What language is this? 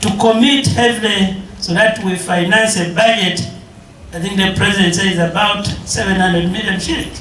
Nyankole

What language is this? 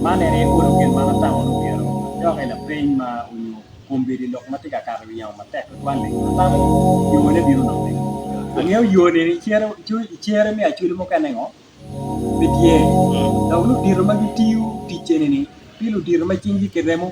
Acoli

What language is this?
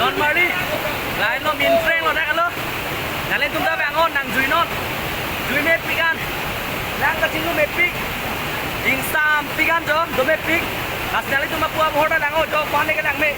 Karbi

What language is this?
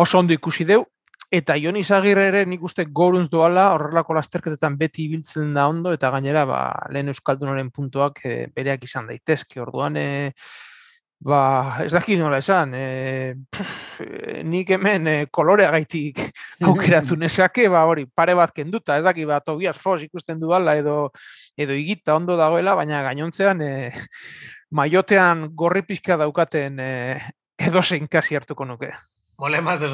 Basque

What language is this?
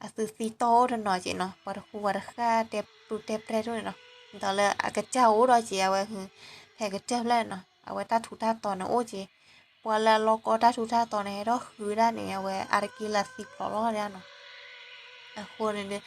S'gaw Karen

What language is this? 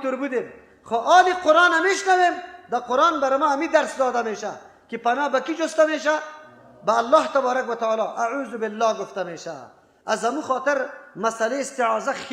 Persian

